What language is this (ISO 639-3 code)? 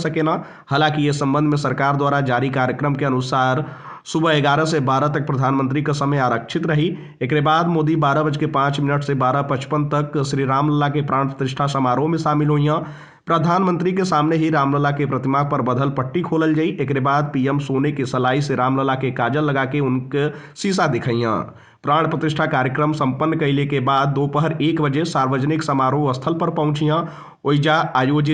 bho